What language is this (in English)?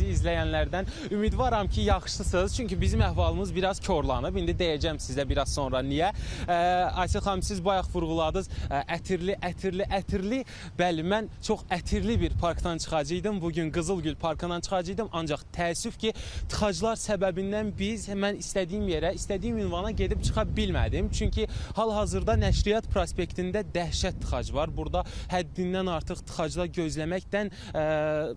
Azerbaijani